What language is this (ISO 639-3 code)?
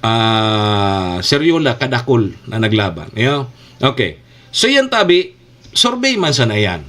bik